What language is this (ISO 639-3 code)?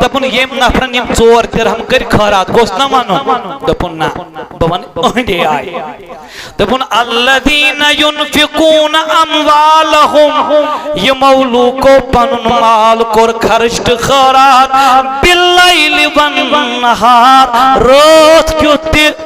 kas